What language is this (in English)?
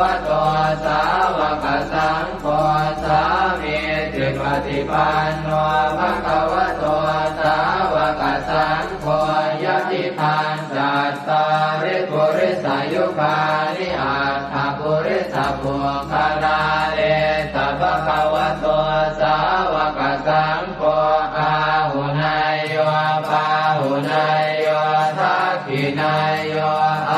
Pali